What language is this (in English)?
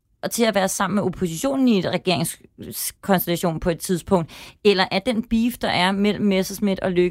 Danish